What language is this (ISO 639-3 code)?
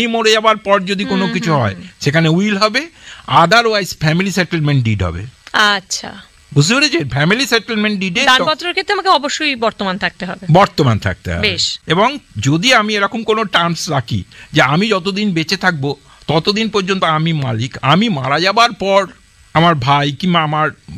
ben